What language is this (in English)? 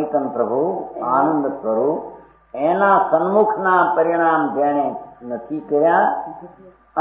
Gujarati